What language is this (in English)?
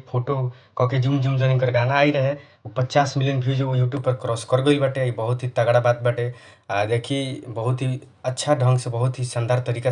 Bhojpuri